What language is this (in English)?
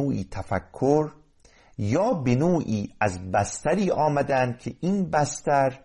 Persian